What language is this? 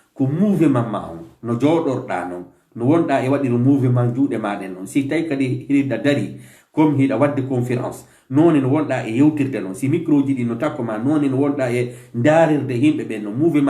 Fula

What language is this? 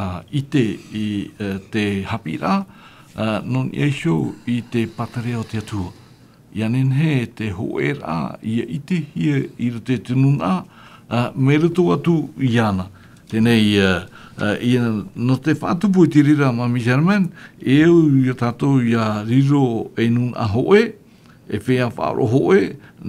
Tahitian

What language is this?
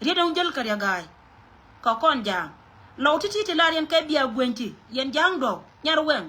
Nuer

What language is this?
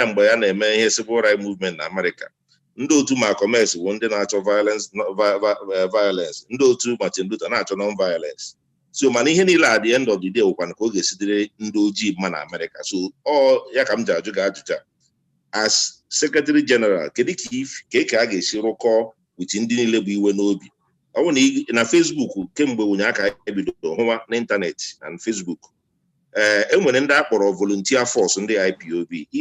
Igbo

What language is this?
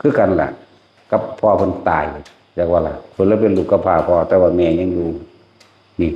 Northeastern Thai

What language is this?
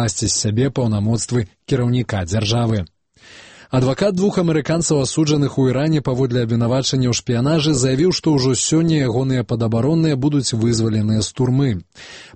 Belarusian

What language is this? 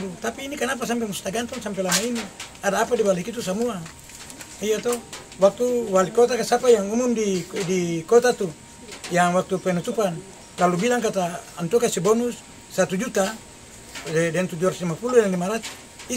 Ambonese Malay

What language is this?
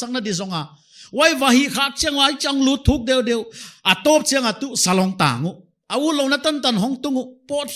Paite Chin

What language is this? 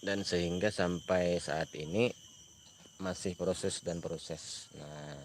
Banjar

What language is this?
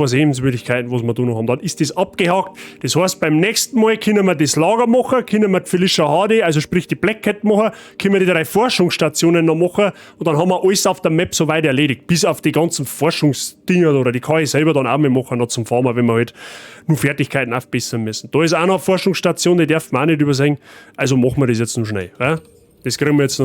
Bavarian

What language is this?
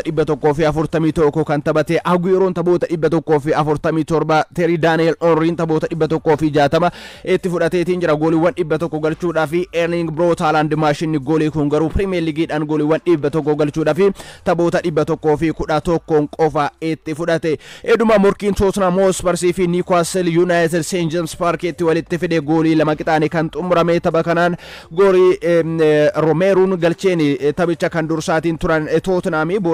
Oromo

